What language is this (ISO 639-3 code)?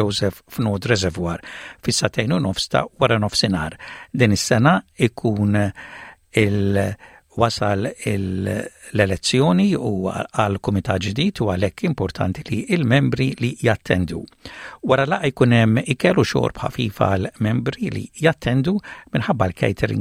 mlt